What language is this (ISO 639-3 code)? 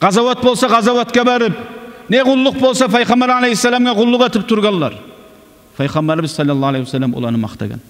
kum